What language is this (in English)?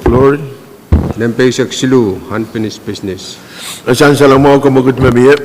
Pohnpeian